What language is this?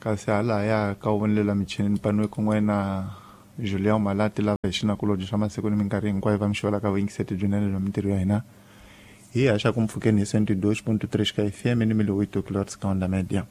Tsonga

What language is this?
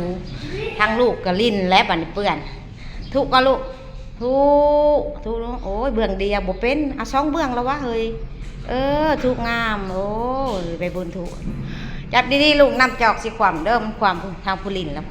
Northeastern Thai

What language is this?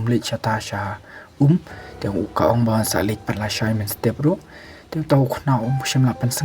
Khasi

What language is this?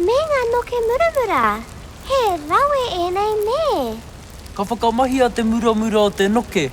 Māori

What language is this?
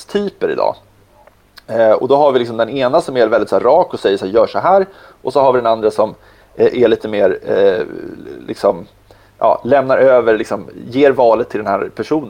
Swedish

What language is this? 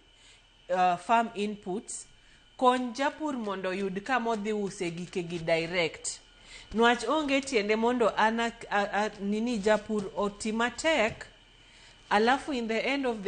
Luo (Kenya and Tanzania)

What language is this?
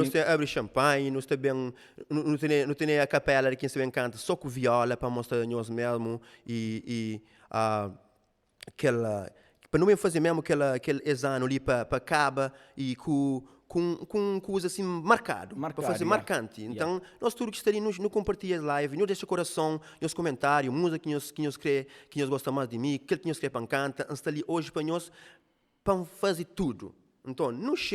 Kabuverdianu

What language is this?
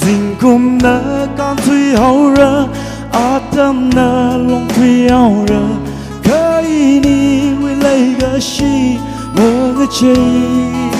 Tangkhul Naga (India)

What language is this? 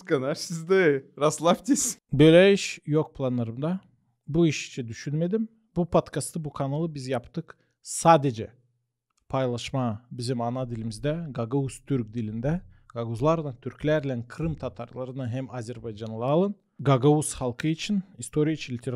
Gagauz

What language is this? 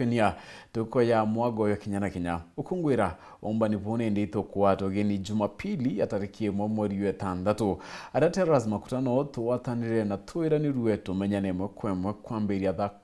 Meru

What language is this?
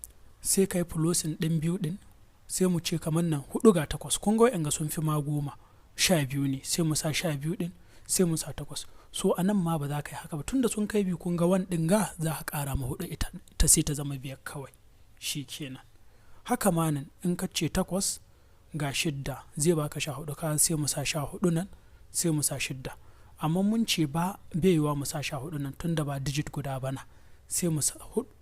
Hausa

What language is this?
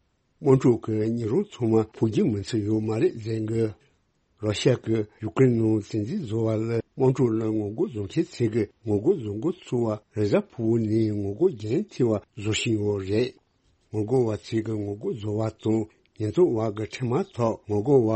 Tibetan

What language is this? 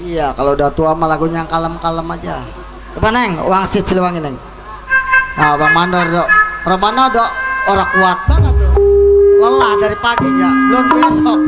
Betawi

